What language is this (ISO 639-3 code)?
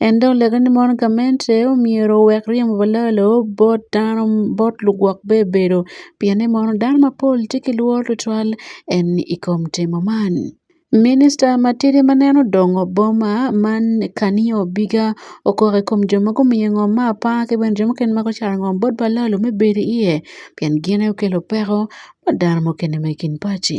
ach